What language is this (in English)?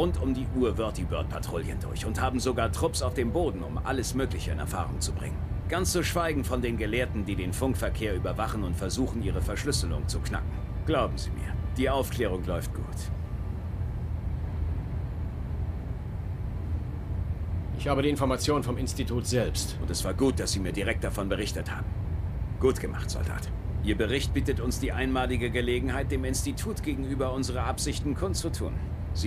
German